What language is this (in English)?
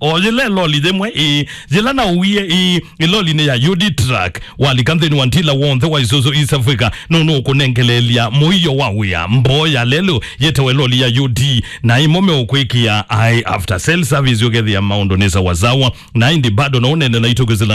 Kamba